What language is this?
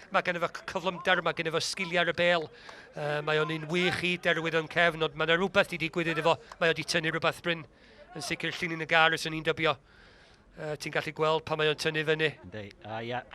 Welsh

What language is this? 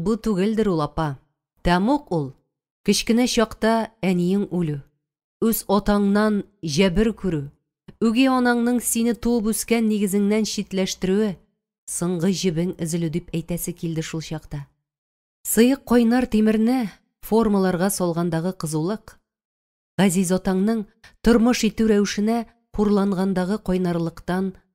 Tatar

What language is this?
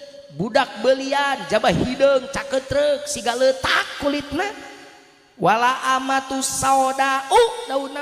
Sundanese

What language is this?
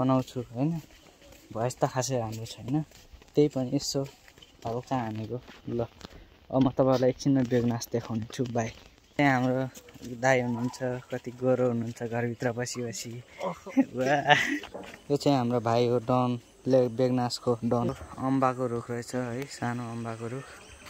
Nepali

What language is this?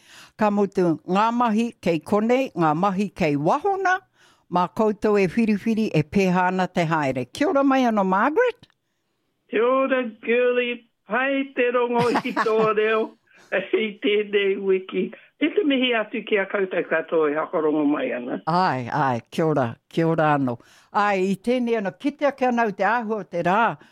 Māori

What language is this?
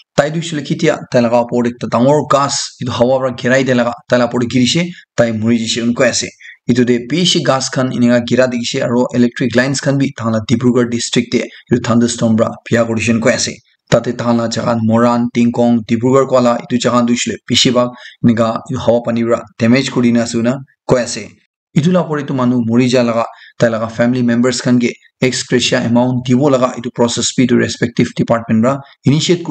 Naga Pidgin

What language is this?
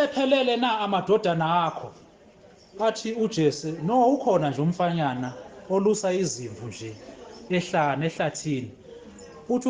Zulu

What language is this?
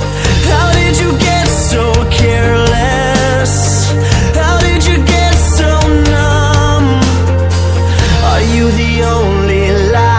English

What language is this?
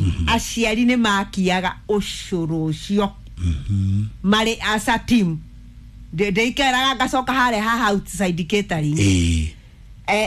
Kikuyu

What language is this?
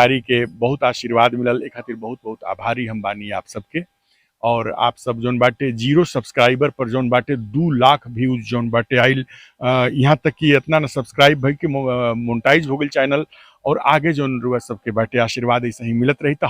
Bhojpuri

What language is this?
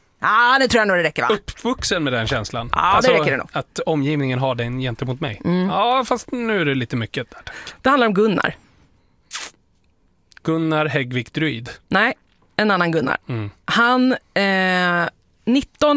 Swedish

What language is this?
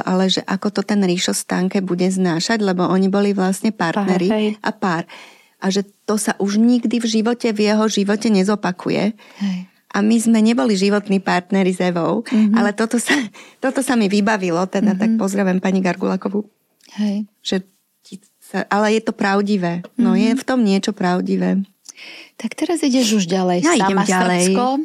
Slovak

